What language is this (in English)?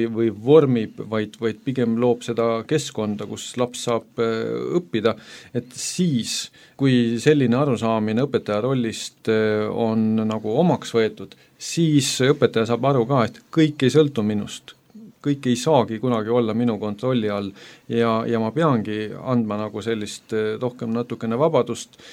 Estonian